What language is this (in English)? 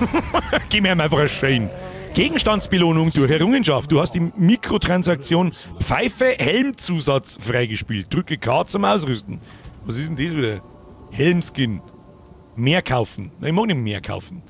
Bavarian